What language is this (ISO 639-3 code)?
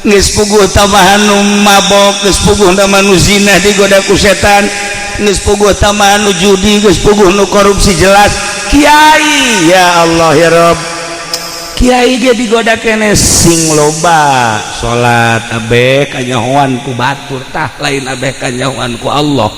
sun